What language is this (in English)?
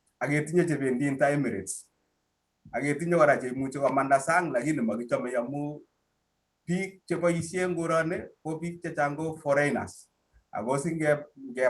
Kalenjin